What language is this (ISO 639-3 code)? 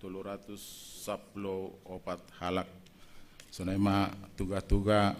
bts